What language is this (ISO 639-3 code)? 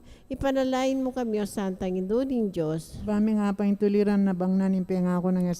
pam